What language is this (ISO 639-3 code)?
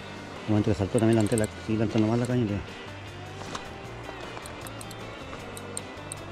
spa